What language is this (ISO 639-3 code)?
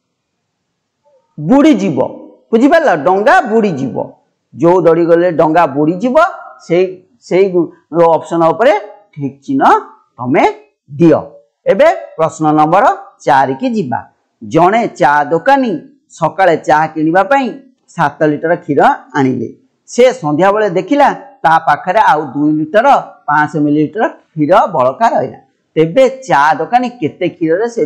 ori